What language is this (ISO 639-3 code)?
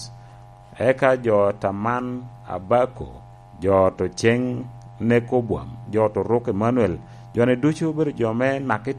laj